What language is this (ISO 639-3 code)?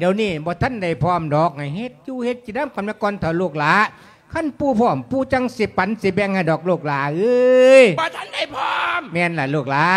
lao